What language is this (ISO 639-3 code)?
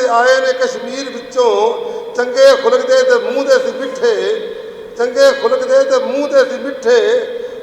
lah